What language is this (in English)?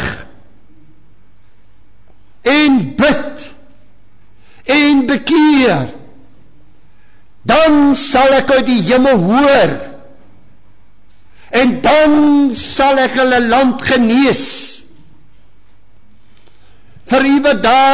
Afrikaans